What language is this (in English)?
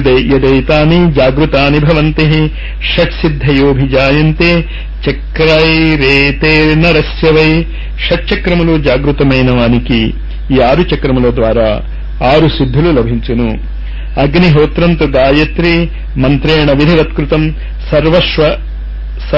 Telugu